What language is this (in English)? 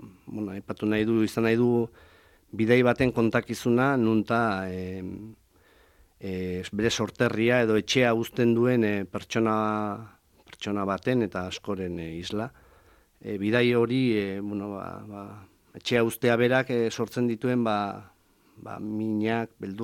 Basque